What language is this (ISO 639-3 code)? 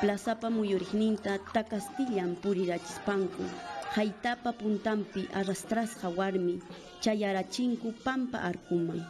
quy